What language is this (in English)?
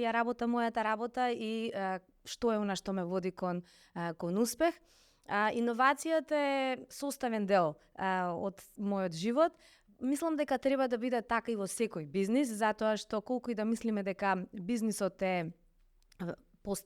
Macedonian